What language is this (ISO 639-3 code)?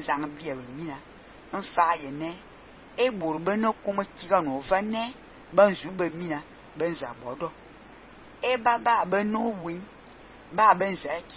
fan